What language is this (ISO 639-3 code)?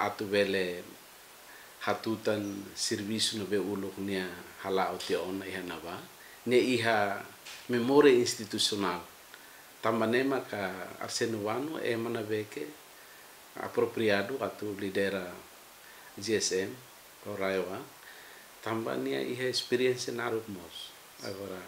tet